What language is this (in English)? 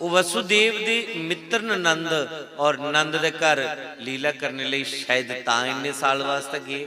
Dogri